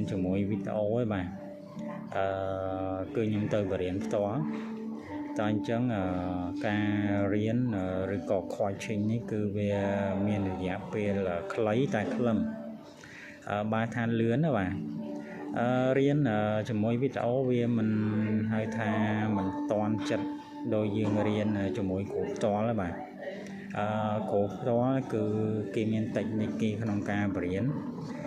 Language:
Khmer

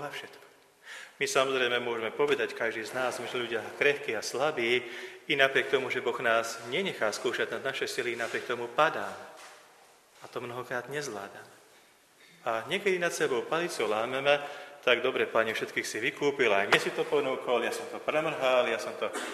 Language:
Slovak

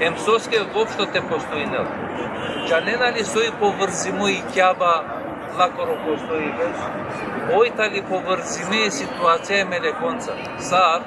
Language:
Balkan Romani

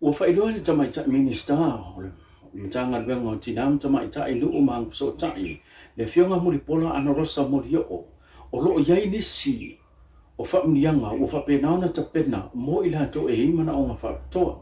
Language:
Samoan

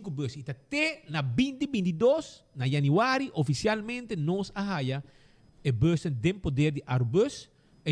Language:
Papiamento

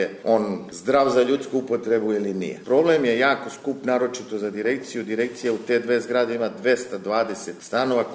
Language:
Serbian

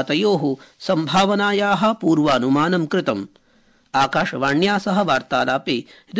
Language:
Sanskrit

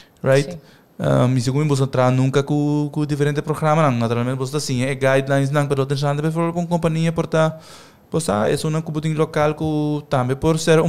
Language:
Papiamento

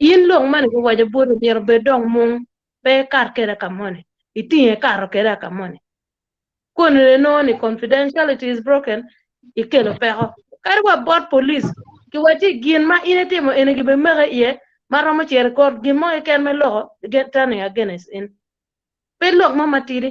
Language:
Acoli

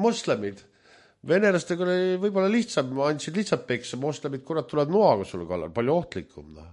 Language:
Estonian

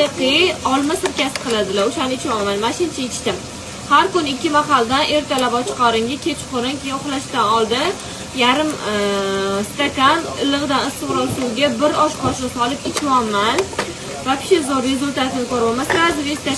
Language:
Uzbek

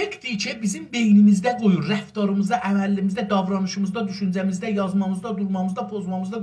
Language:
South Azerbaijani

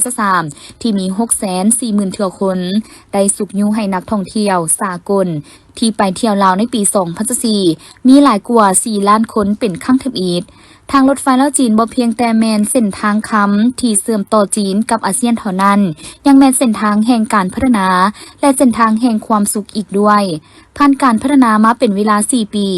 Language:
Lao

